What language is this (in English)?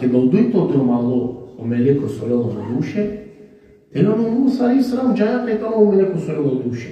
Balkan Romani